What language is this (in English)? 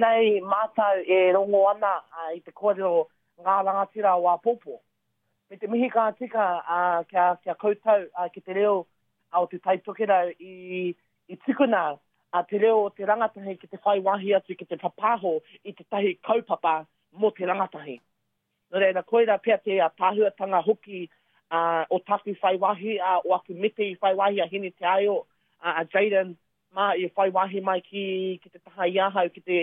Māori